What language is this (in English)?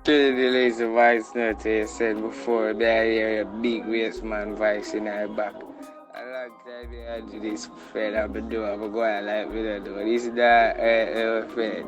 Jamaican Creole English